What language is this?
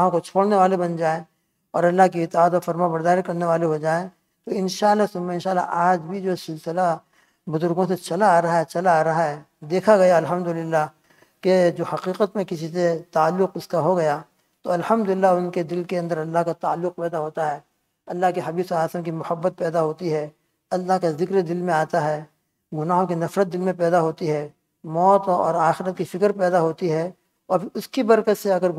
Urdu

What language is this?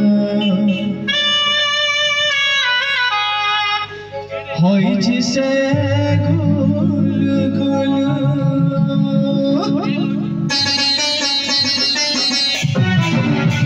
Bhojpuri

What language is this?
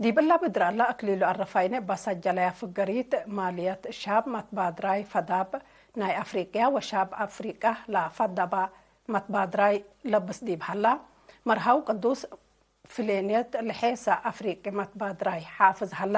Tigre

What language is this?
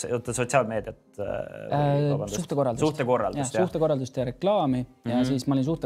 Estonian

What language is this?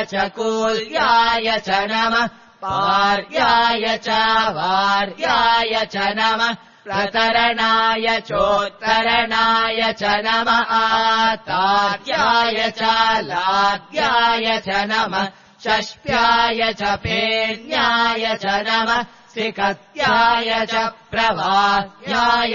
Sanskrit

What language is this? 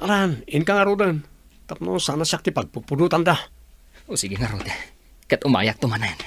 Iloko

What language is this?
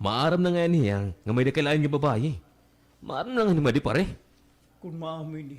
Waray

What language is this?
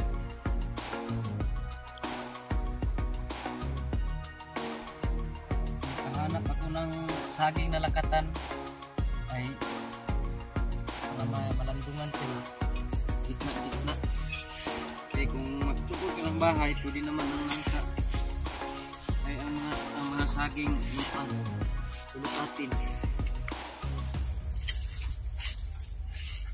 Filipino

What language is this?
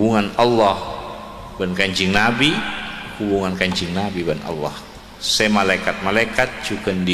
Madurese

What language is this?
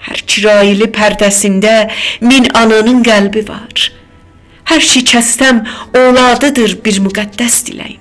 South Azerbaijani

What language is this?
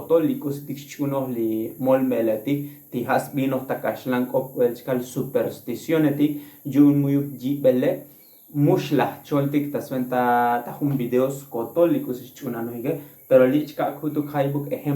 Tzotzil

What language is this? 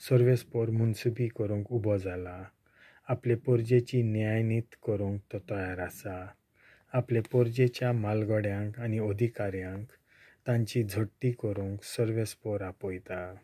Konkani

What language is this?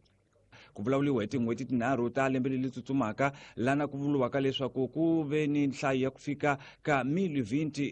Tsonga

